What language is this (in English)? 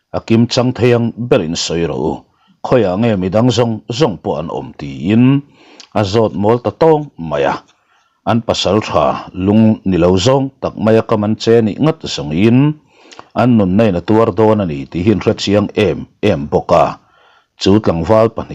Mizo